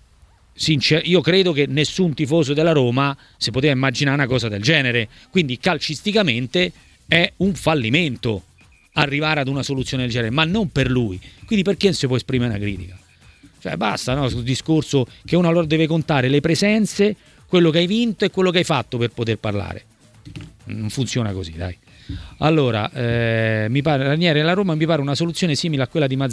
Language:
Italian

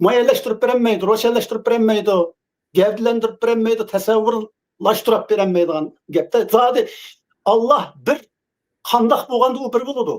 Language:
Uyghur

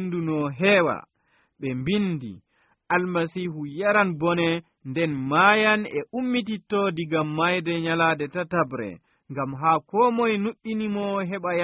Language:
Nigerian Fulfulde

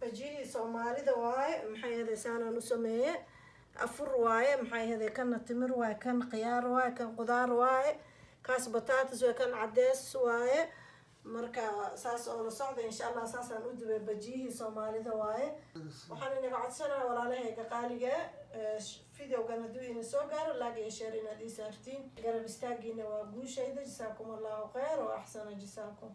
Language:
Somali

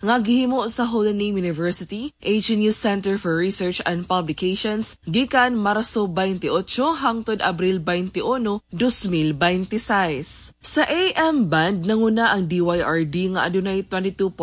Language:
Cebuano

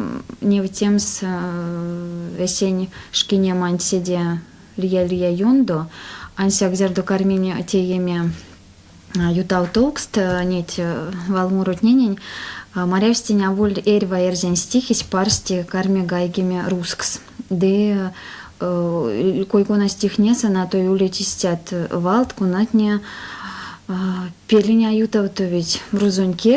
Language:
Erzya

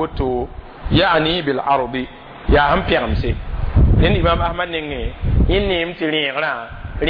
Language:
Mossi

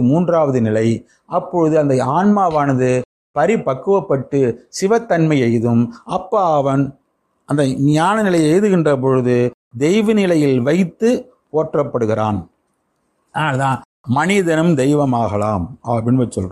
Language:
Tamil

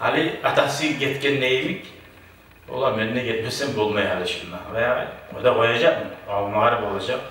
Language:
Kumyk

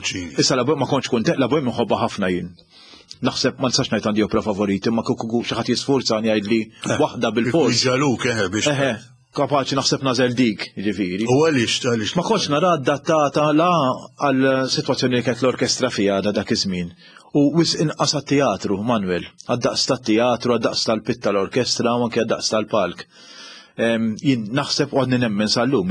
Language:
Maltese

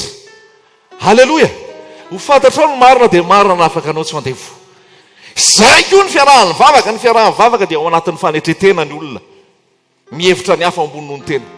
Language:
Malagasy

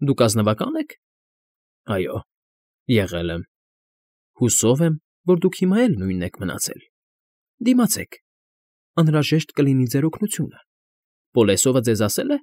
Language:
Armenian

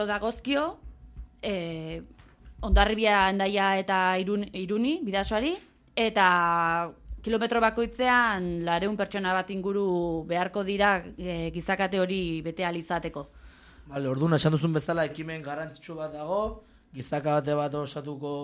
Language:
Basque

